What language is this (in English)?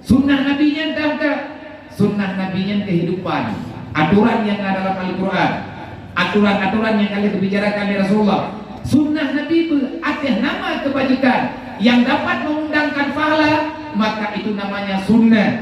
Achinese